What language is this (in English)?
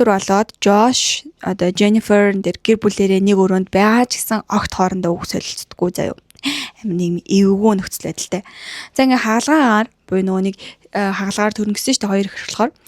Mongolian